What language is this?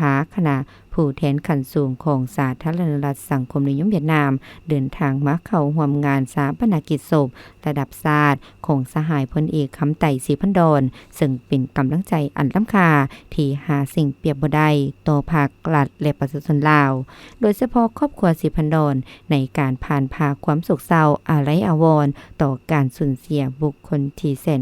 Lao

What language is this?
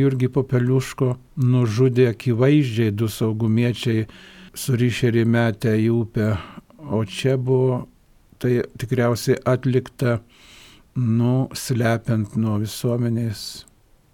Lithuanian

